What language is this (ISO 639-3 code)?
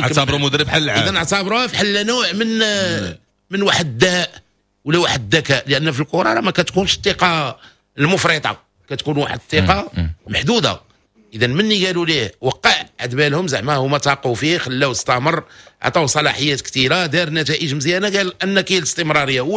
ary